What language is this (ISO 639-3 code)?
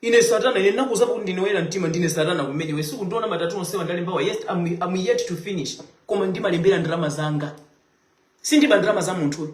nya